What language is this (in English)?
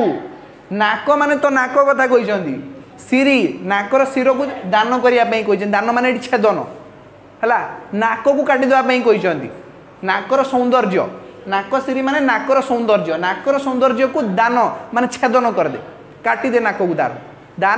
Odia